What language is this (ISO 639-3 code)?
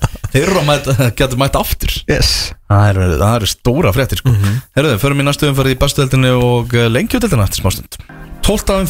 isl